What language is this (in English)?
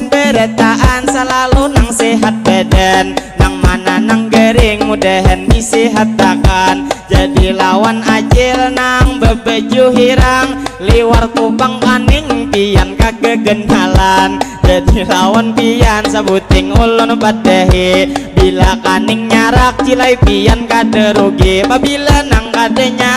Banjar